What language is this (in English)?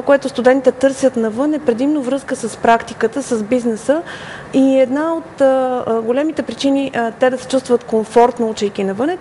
Bulgarian